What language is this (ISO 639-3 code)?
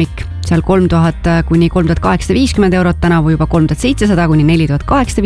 est